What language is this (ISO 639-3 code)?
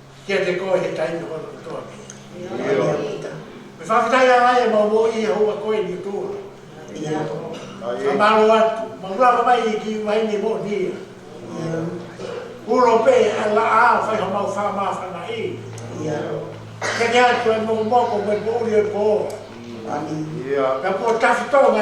ton